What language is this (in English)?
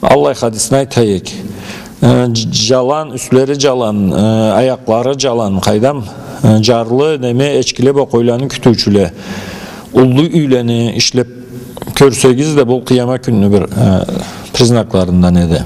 Karachay-Balkar